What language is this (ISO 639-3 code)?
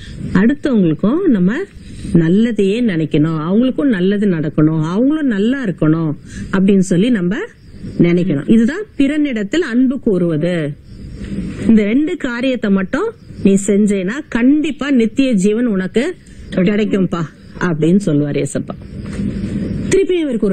tam